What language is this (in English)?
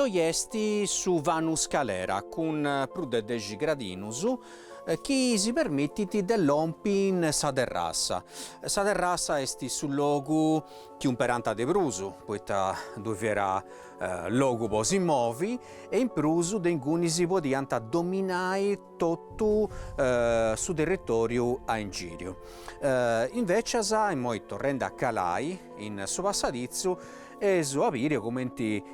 Sardinian